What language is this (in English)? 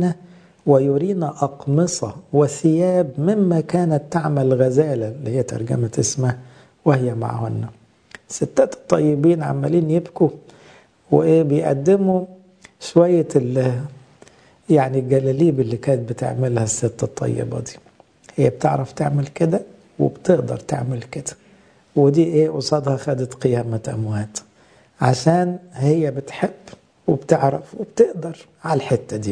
Egyptian Arabic